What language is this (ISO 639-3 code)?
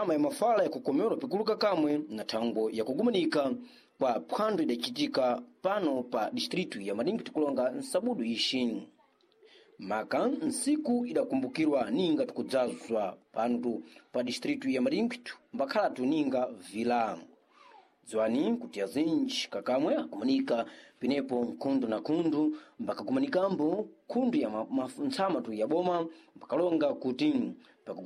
seh